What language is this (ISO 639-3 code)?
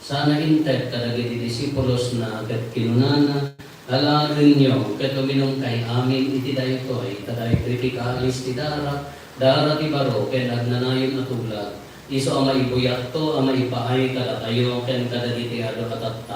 ilo